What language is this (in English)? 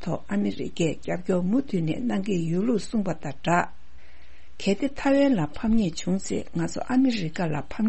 Tibetan